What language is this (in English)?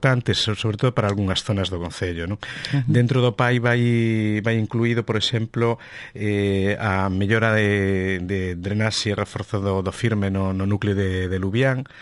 Galician